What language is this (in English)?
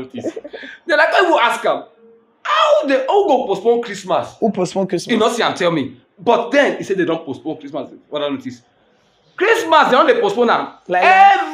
Nigerian Pidgin